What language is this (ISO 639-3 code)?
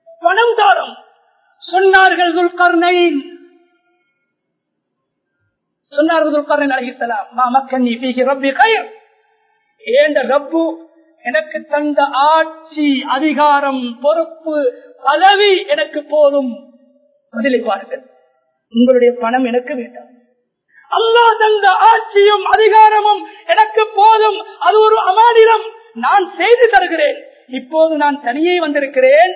tam